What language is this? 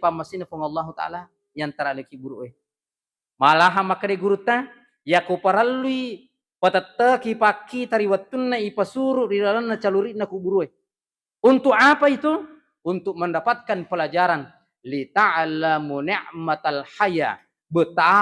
Buginese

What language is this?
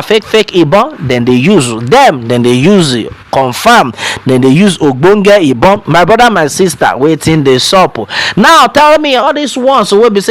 Nigerian Pidgin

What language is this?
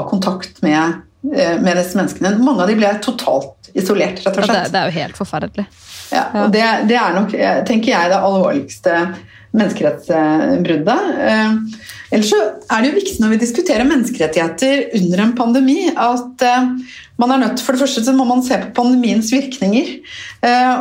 Norwegian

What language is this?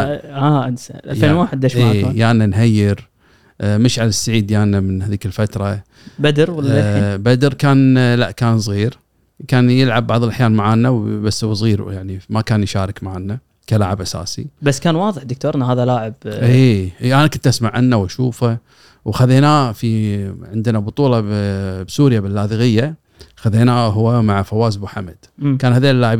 Gulf Arabic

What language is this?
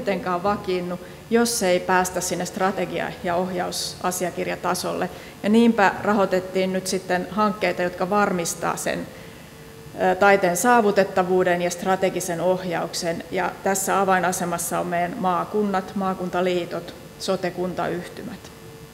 Finnish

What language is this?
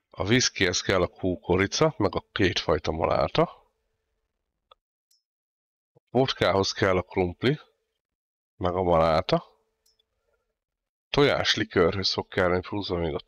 Hungarian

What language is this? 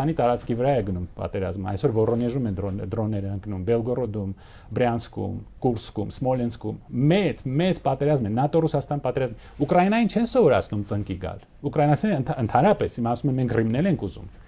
Armenian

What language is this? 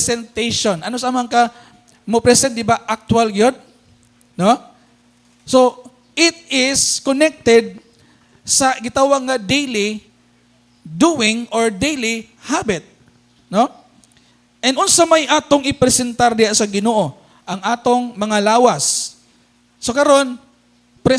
Cebuano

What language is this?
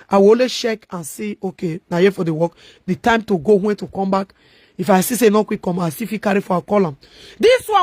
Nigerian Pidgin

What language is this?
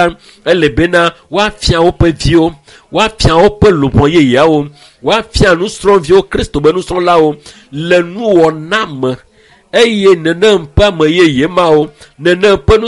Ewe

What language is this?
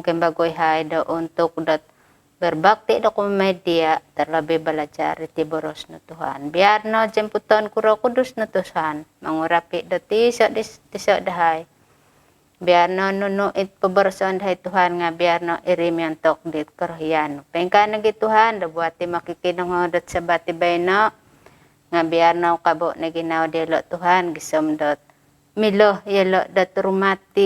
Central Dusun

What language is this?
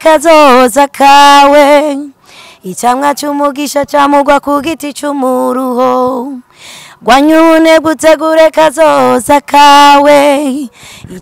Rundi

